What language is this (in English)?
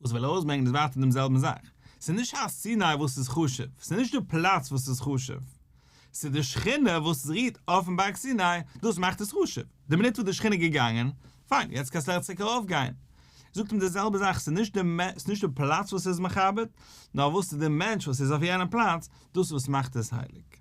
Yiddish